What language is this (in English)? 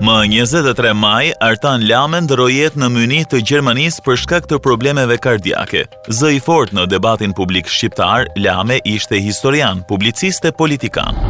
Albanian